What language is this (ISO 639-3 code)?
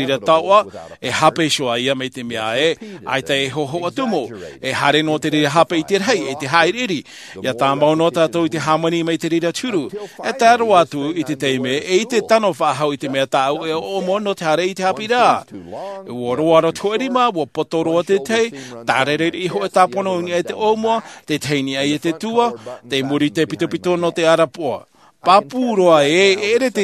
tah